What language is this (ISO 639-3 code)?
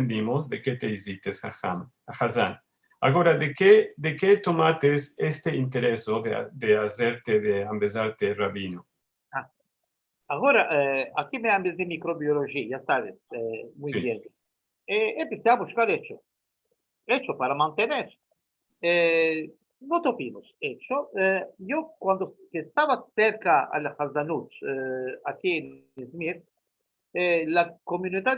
lad